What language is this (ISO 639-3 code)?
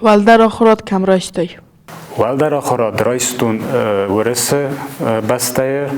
oss